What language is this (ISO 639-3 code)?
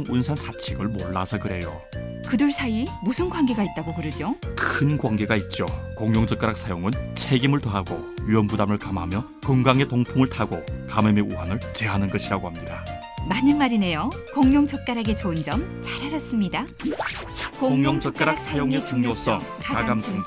kor